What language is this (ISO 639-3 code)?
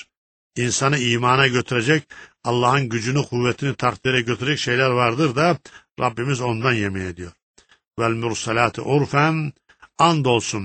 tur